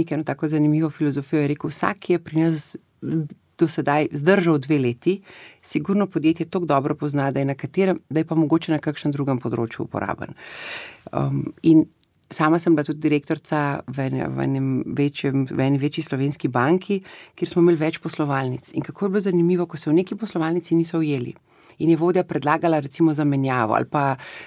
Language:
Slovenian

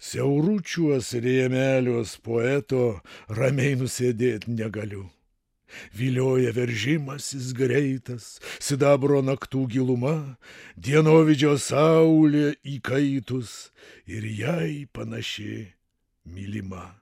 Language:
Lithuanian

